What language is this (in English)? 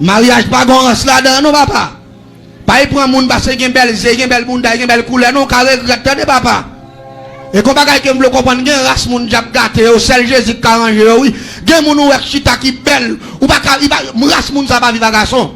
Haitian Creole